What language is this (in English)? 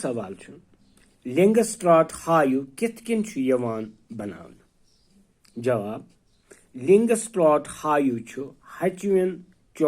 Kashmiri